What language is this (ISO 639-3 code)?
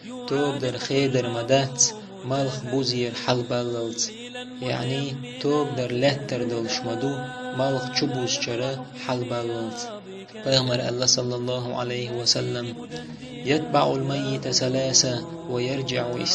che